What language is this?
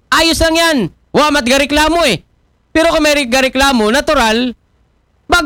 Aklanon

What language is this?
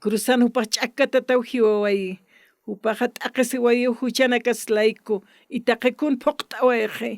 Aymara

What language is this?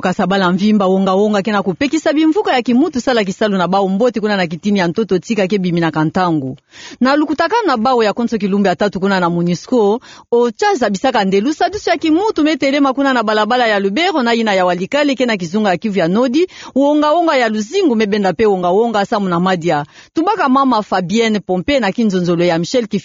Kituba (Democratic Republic of Congo)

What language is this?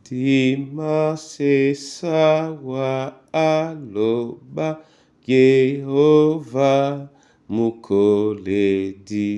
Duala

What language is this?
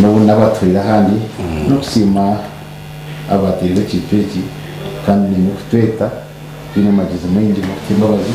Nyankole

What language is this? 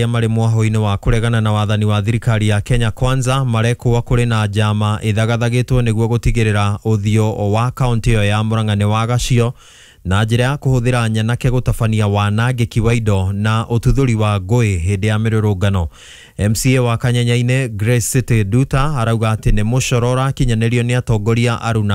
Kikuyu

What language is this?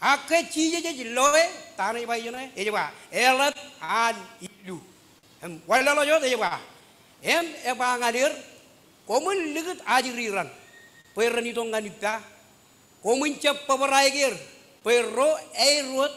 Marshallese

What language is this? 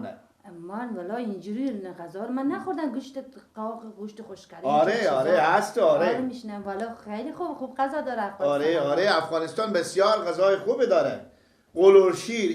Persian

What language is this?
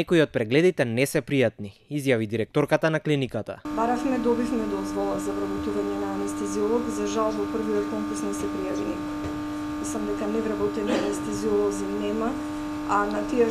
Macedonian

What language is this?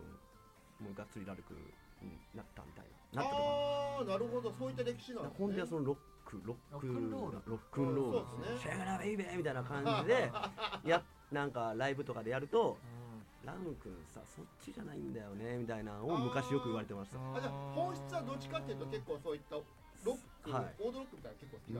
Japanese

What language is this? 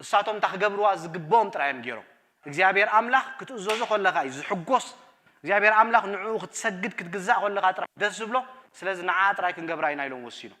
Tigrinya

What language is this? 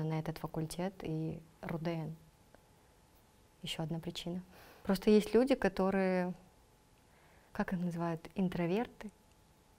Russian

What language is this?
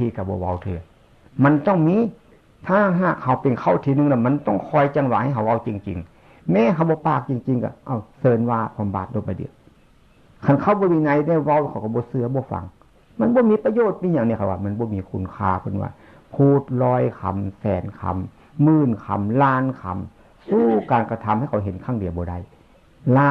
Northeastern Thai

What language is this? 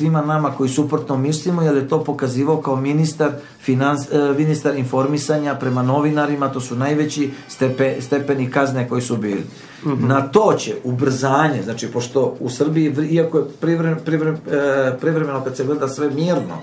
Serbian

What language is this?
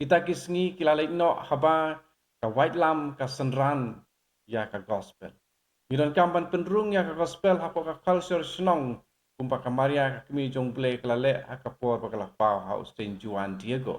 Khasi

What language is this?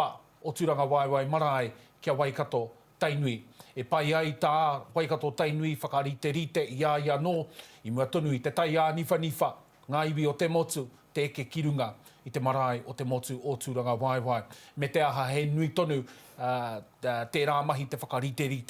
Māori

